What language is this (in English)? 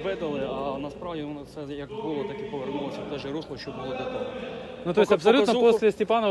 Ukrainian